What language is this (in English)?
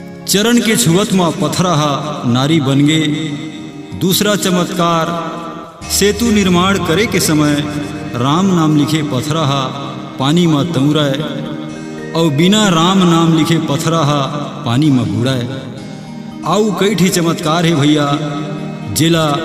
Chhattisgarhi